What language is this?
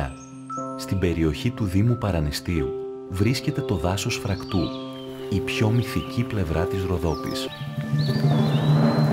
Greek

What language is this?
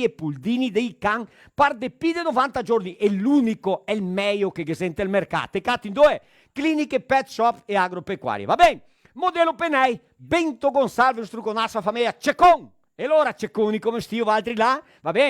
Venetian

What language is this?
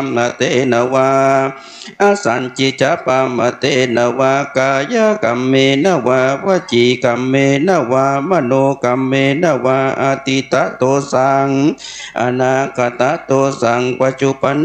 Pali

